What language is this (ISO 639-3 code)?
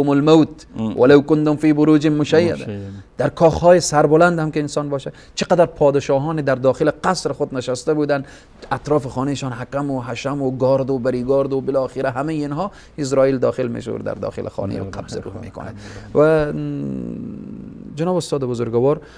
fas